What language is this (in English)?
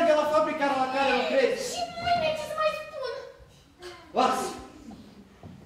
Romanian